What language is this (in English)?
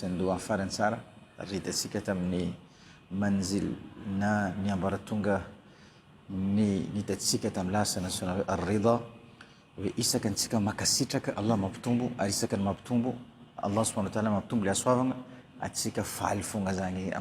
Malagasy